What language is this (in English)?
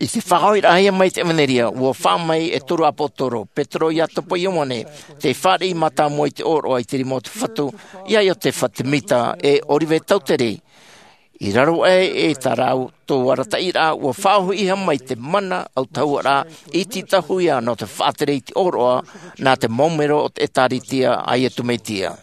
Tahitian